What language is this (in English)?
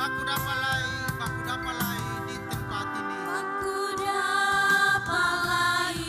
Ambonese Malay